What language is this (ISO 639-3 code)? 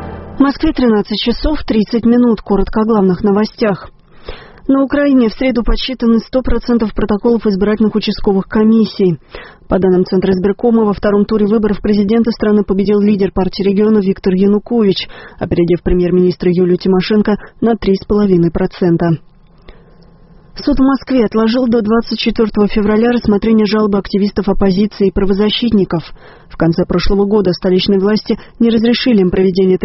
rus